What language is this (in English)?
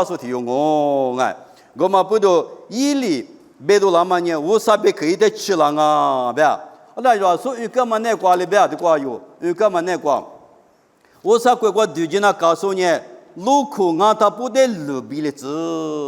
Lisu